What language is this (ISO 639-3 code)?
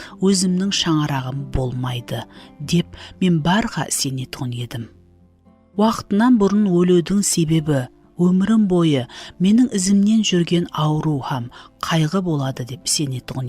kaa